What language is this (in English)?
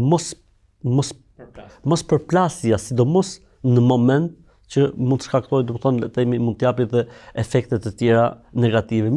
Albanian